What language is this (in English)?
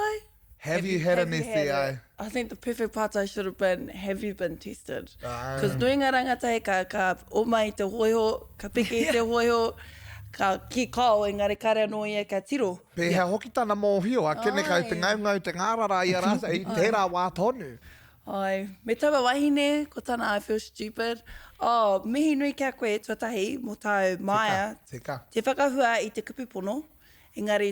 Māori